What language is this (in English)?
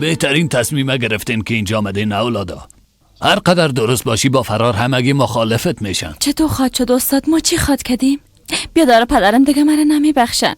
Persian